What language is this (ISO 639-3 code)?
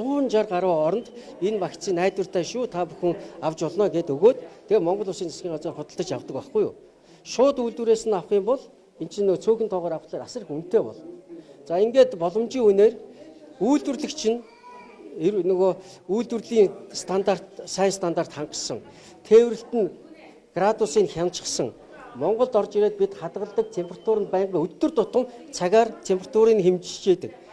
mon